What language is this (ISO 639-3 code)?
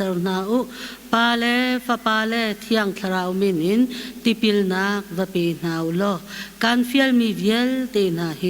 cnh